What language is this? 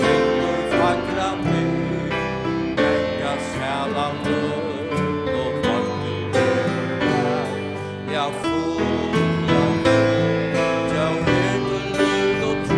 Faroese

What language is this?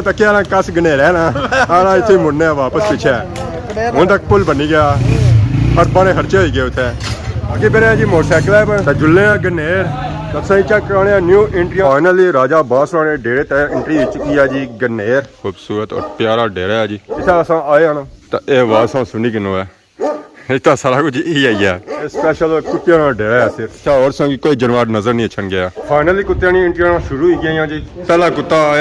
Pahari-Potwari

